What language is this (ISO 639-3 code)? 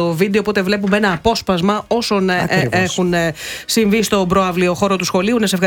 ell